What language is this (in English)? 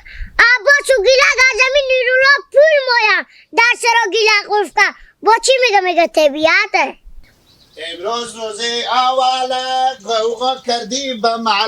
Hazaragi